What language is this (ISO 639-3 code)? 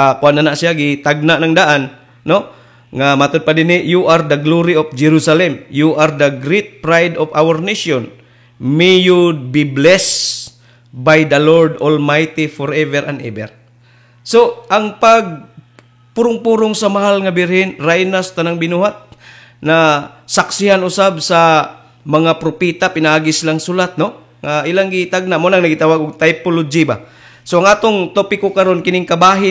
ceb